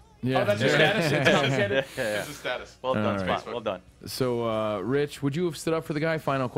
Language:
English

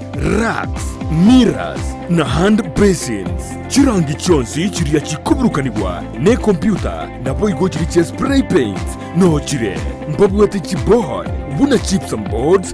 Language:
Gusii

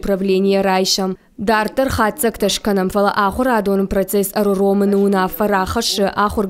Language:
Ossetic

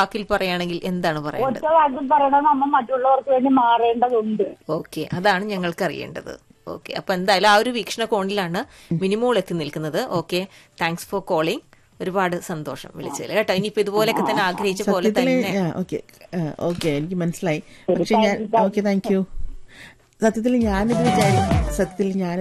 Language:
Malayalam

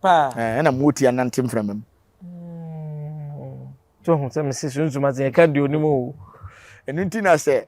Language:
Akan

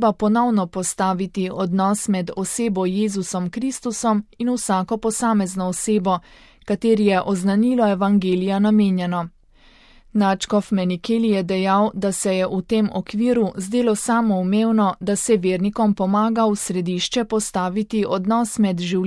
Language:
Slovenian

